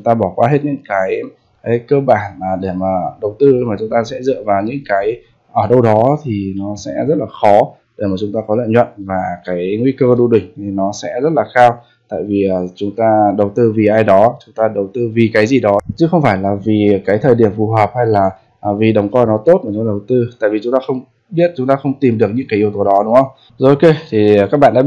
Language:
Vietnamese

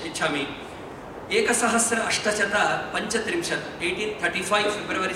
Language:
Sanskrit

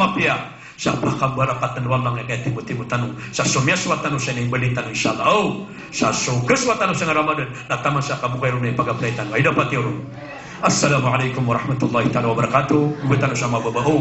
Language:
Maranao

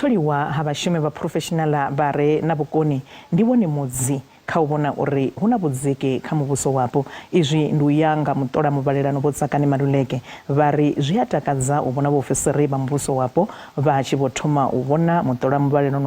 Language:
Venda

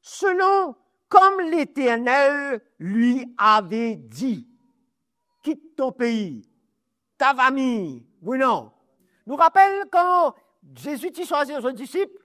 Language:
Morisyen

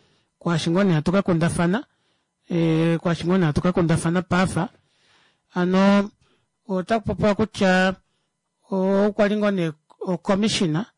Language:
Kuanyama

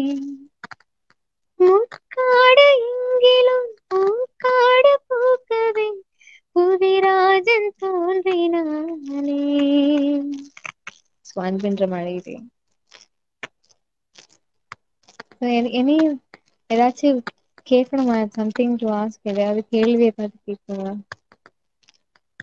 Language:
Tamil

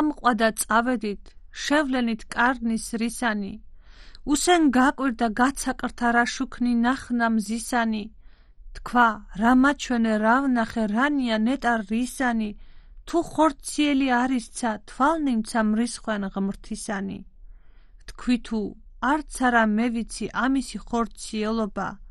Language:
Georgian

